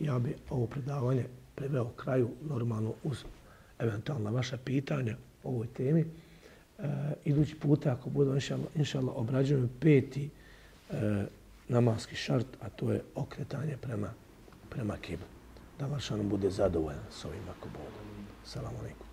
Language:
Bosnian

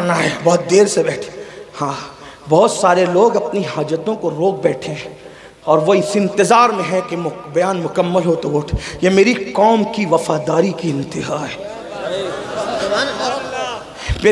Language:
Urdu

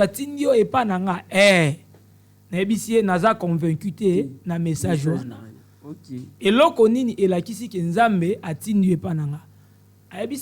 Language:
Lingala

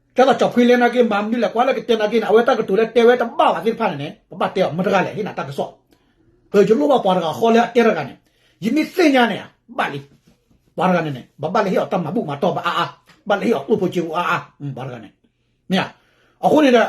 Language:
S'gaw Karen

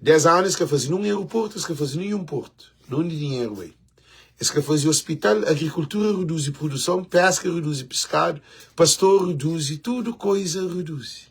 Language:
Kabuverdianu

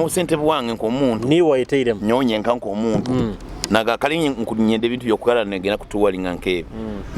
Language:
Nyoro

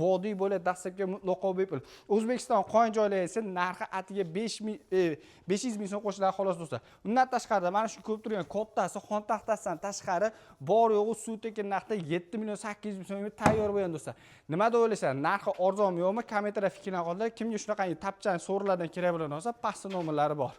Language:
Uzbek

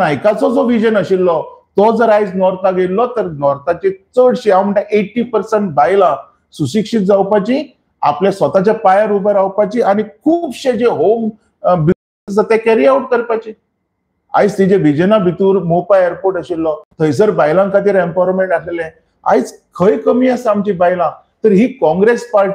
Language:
Konkani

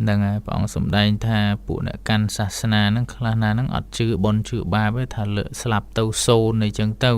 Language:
Khmer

